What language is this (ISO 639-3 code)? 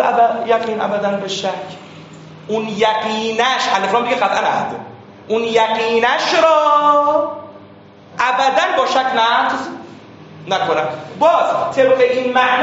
fas